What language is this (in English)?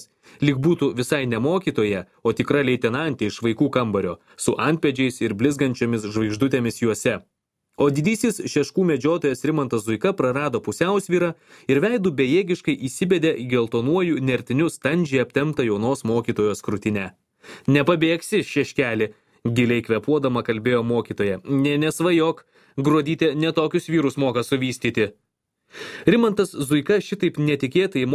Lithuanian